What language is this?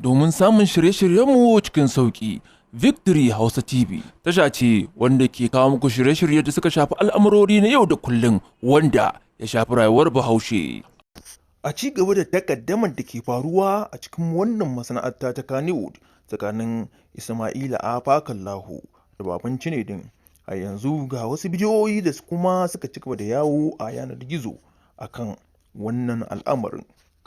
Hausa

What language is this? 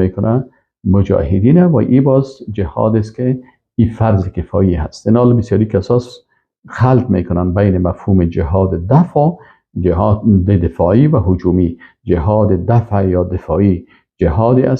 Persian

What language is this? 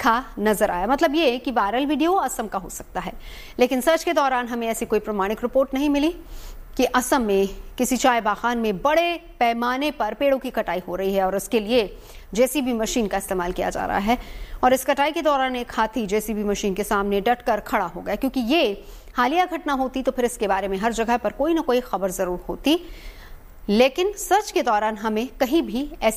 Hindi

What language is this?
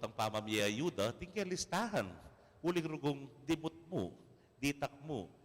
Pampanga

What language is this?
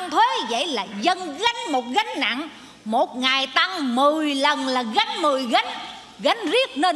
Vietnamese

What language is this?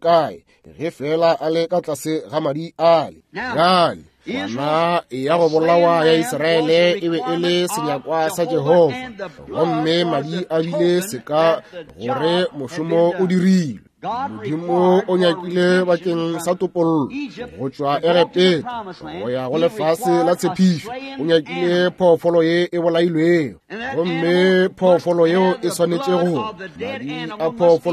Northern Sotho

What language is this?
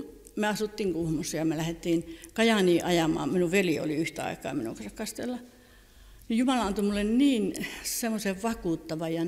Finnish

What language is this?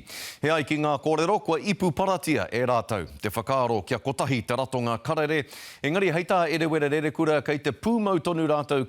Māori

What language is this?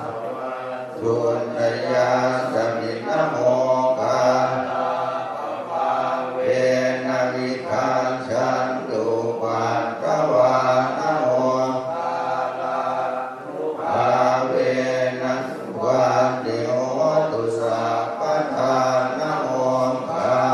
Pali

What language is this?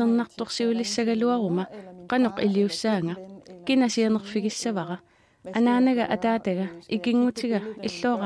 Kalaallisut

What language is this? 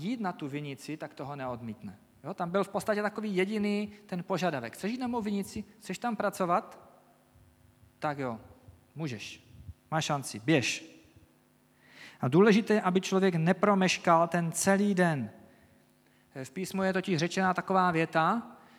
Czech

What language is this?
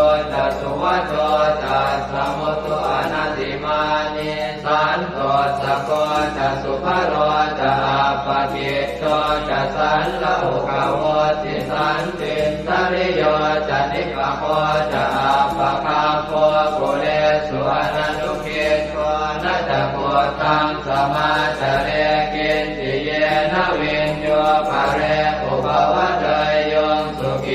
Pali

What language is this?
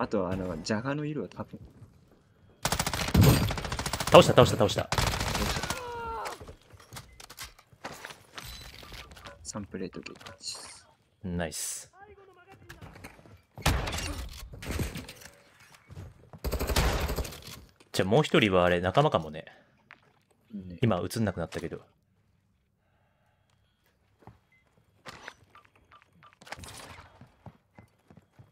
Japanese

